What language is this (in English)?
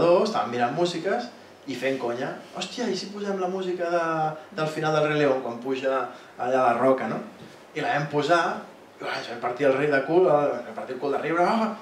Catalan